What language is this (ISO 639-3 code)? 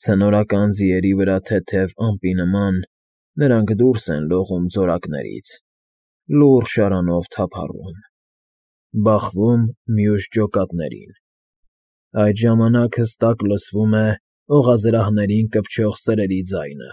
hye